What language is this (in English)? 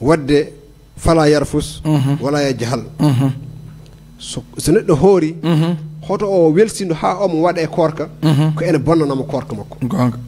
Fula